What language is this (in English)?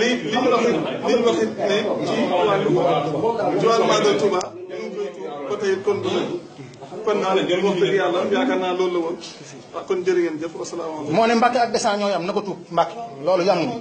Wolof